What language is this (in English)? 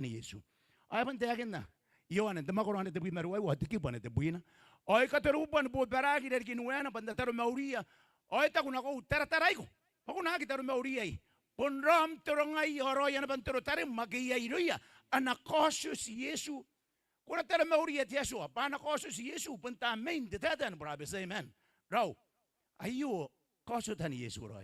Gilbertese